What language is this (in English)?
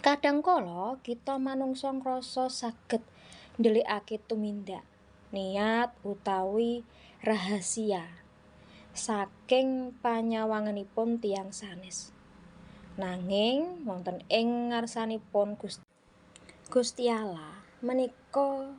Javanese